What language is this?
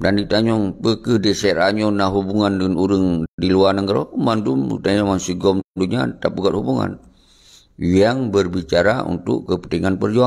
Achinese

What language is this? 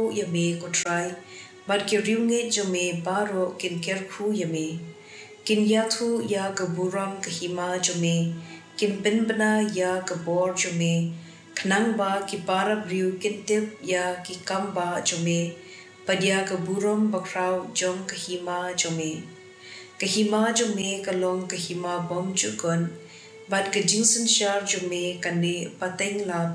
Khasi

